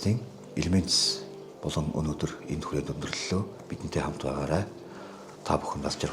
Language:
Mongolian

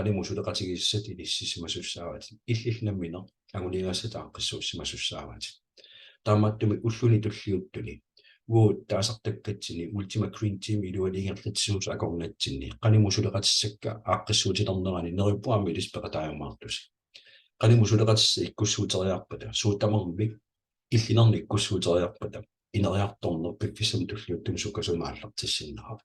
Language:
Kalaallisut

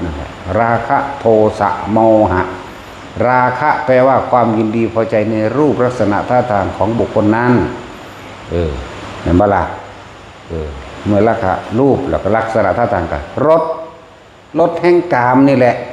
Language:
Northeastern Thai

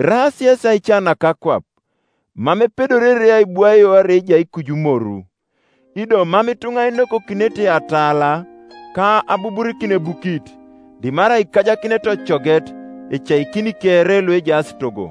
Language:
Teso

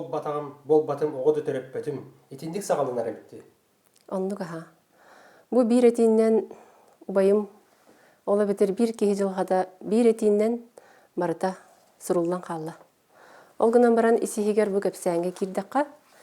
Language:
Yakut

